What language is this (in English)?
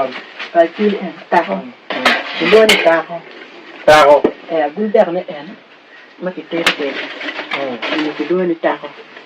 Acoli